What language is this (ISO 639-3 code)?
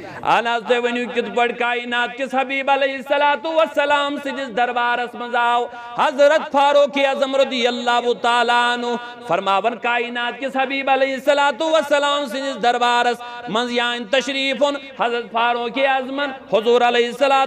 kas